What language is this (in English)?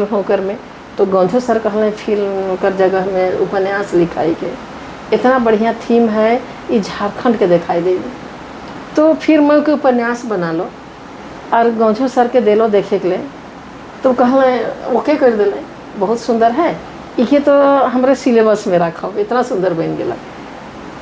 Sadri